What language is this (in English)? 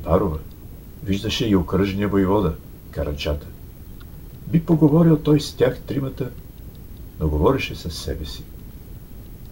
Bulgarian